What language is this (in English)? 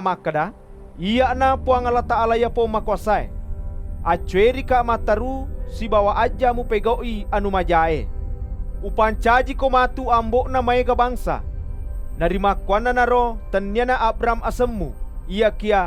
Buginese